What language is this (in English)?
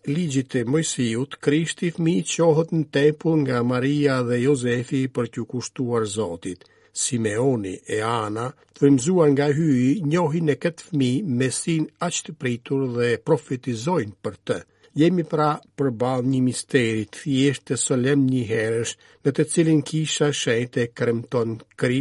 Albanian